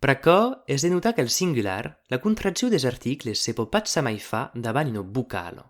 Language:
Occitan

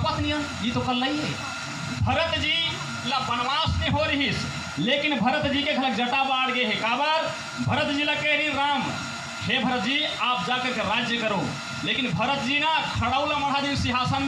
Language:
Chhattisgarhi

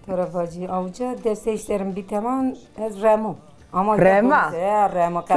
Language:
Zaza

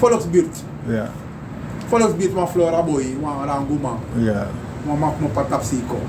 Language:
Sranan Tongo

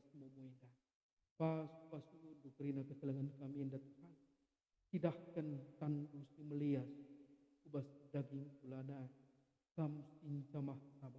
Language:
Batak Karo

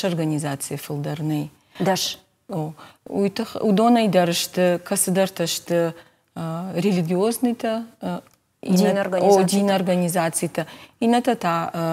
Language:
Ossetic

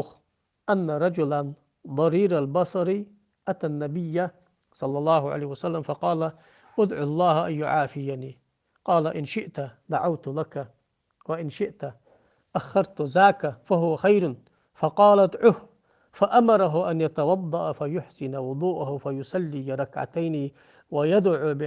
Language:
Ingush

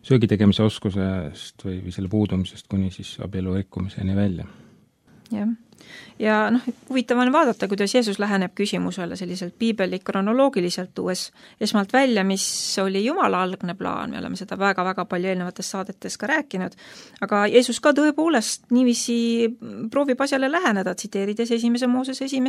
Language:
Estonian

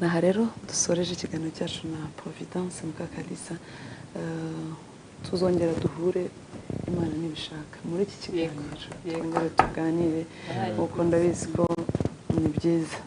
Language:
Kinyarwanda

